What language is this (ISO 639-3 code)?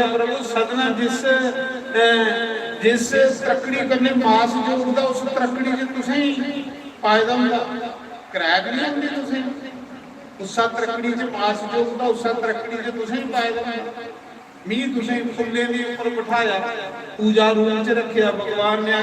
doi